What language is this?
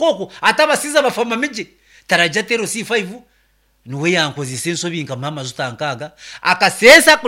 Nyankole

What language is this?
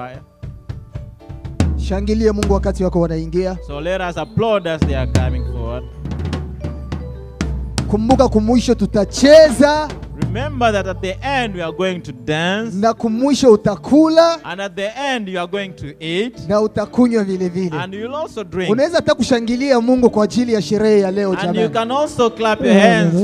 Swahili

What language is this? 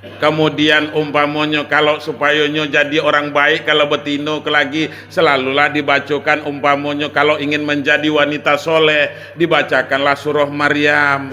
Minangkabau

